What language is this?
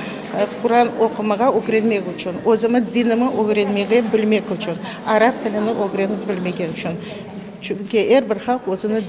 Crimean Tatar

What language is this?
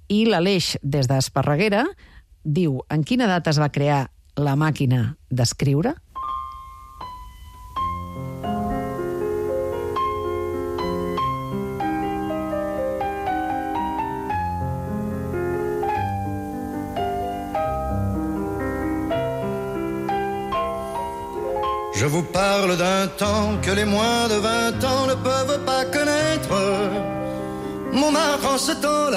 Catalan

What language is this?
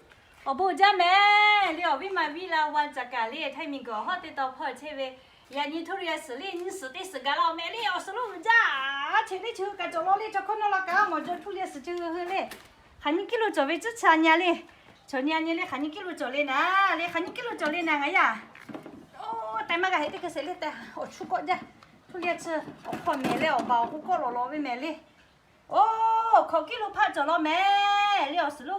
Lahu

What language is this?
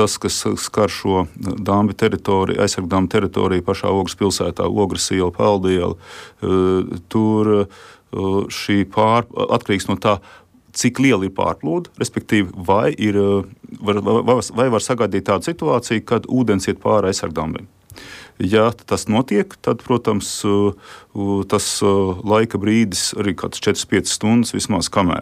Latvian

